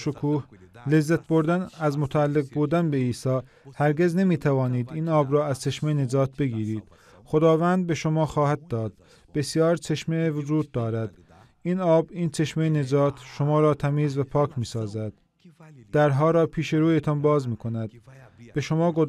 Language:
Persian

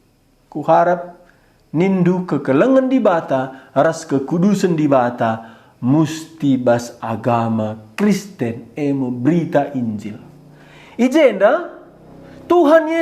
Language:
Batak Karo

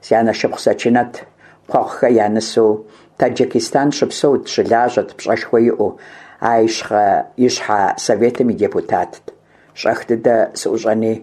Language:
Kabardian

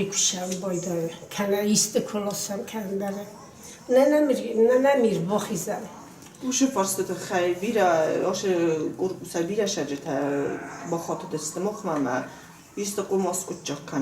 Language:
Ossetic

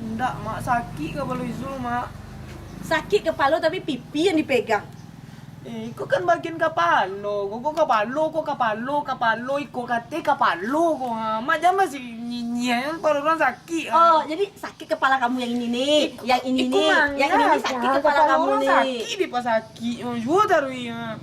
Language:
Minangkabau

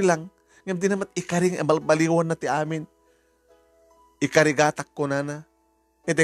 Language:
Iloko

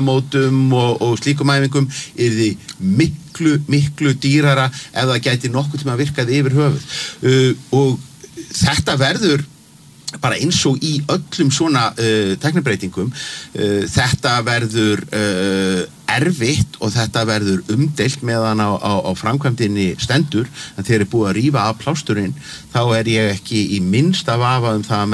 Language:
Icelandic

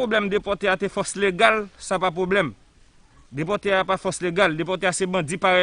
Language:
Haitian Creole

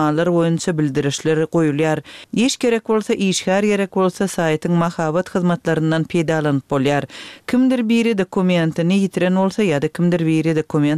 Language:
Turkmen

